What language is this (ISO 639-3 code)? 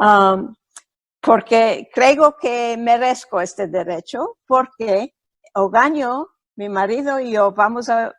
lad